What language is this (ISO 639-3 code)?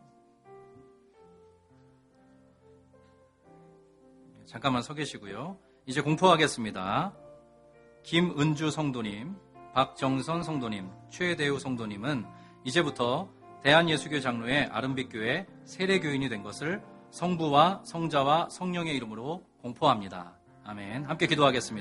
kor